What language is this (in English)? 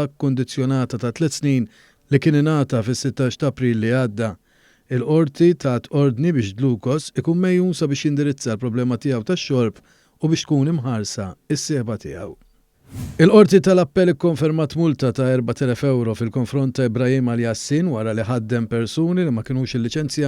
Maltese